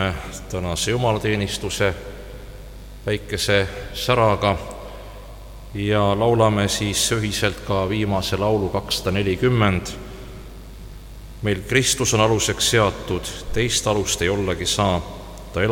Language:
Estonian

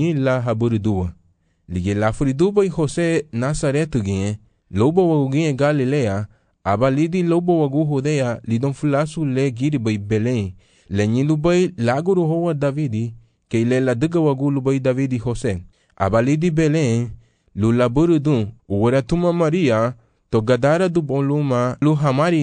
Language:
Garifuna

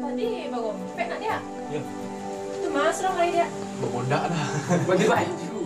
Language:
Minangkabau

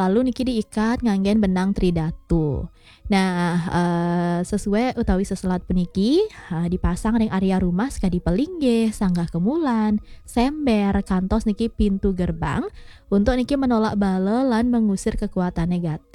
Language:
Balinese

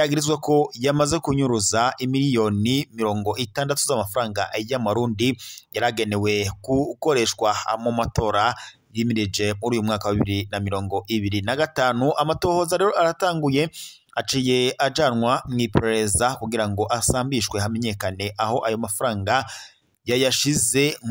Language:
Rundi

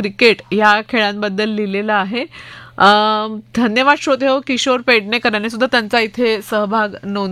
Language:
Marathi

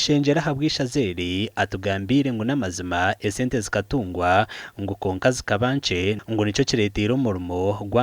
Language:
Nyankole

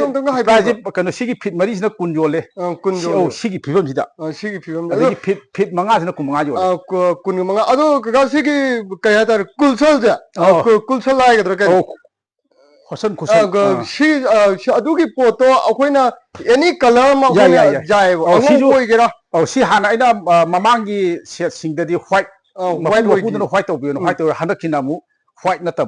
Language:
Manipuri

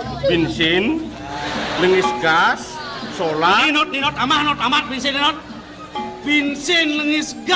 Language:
Balinese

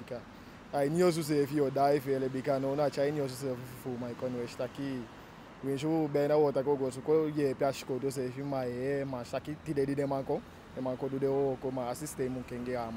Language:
Eastern Maroon Creole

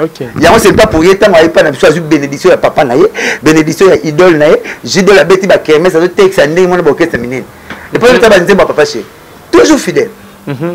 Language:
Lingala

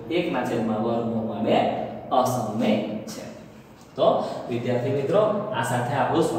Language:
Gujarati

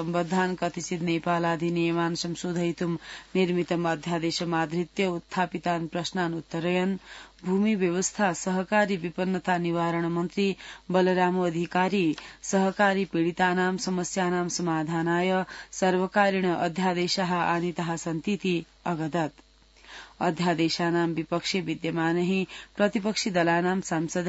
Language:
Sanskrit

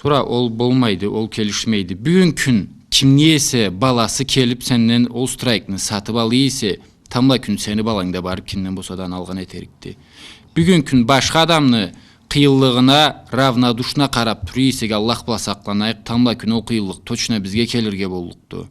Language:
Karachay-Balkar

